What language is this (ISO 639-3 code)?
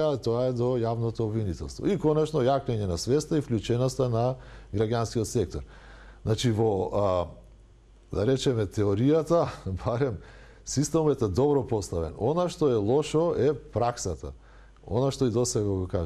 mkd